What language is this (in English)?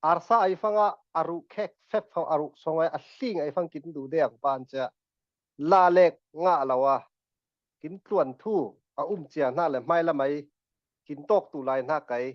Falam Chin